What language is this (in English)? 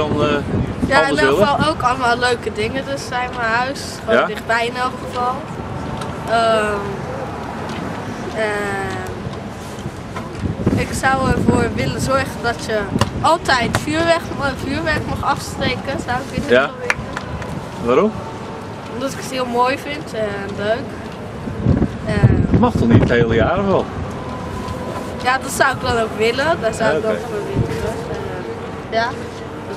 Dutch